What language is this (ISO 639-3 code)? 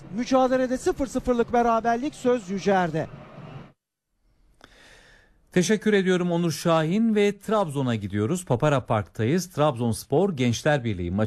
tur